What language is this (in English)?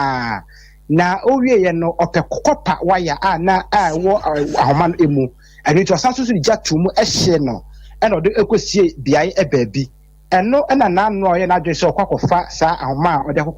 Akan